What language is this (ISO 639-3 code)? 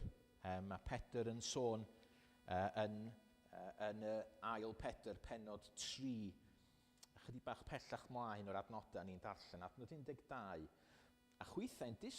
cym